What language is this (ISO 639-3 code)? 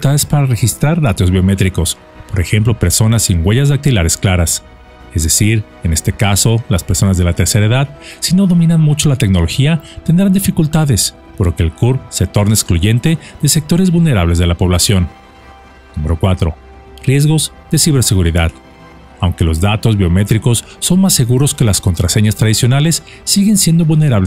spa